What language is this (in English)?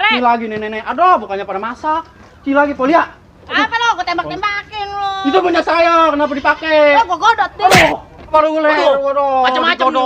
Betawi